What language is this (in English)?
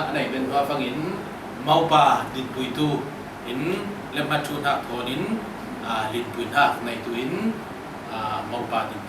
Falam Chin